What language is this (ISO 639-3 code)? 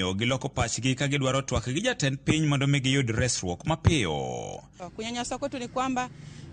luo